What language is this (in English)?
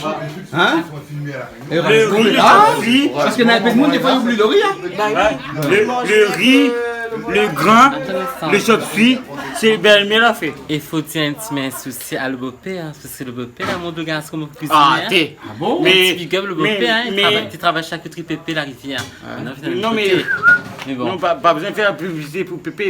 Réunion Creole French